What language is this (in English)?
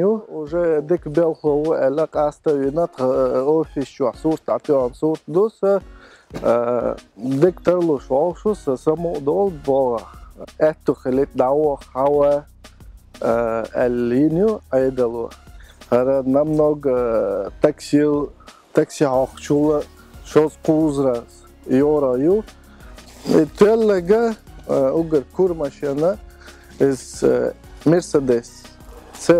Chechen